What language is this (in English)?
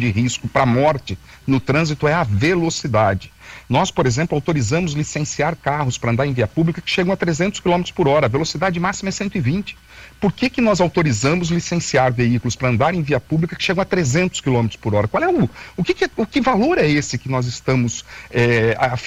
Portuguese